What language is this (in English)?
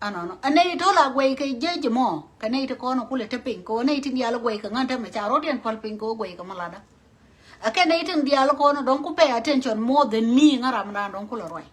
Nuer